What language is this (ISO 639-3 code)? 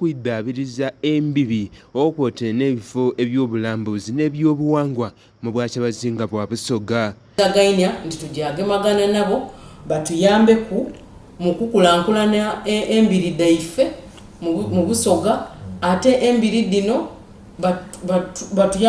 xog